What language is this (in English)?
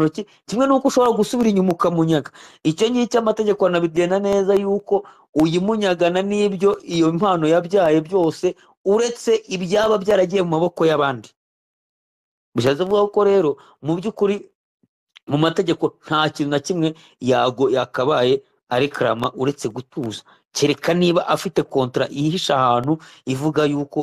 Kinyarwanda